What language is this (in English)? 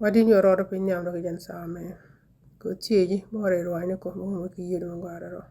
Nuer